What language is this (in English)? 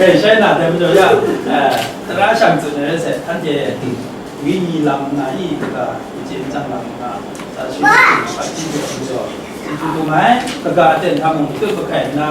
Kachin